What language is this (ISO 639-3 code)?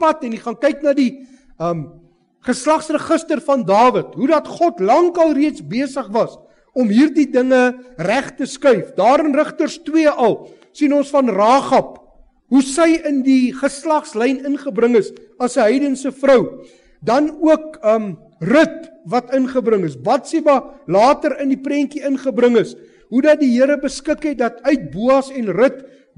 afr